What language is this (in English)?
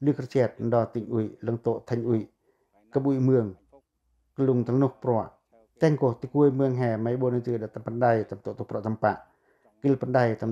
Pacoh